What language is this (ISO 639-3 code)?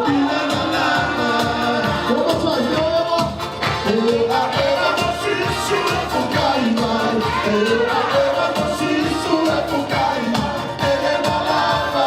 ton